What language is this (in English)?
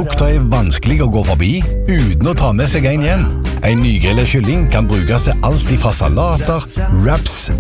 Norwegian